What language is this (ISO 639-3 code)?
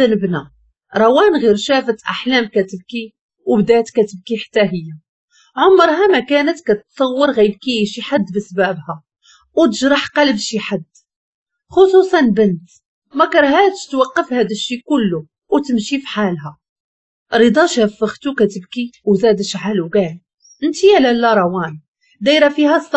ary